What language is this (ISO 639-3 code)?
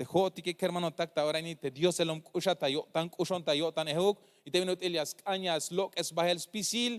tzh